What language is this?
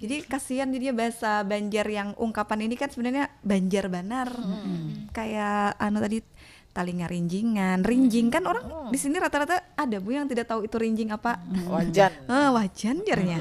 Banjar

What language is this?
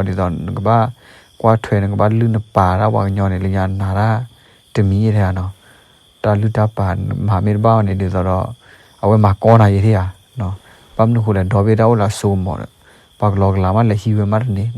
S'gaw Karen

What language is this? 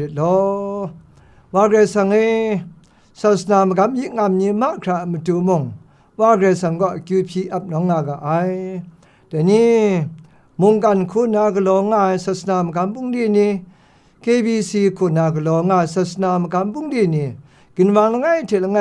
Kachin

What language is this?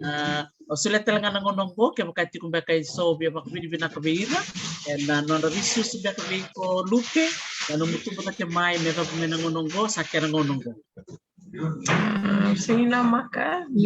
Fijian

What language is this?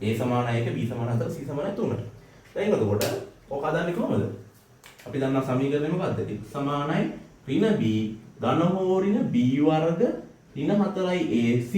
Sinhala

